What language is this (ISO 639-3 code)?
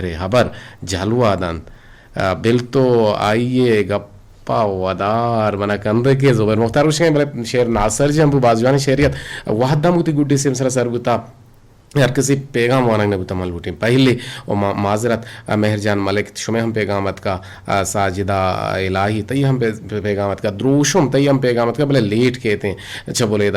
bgp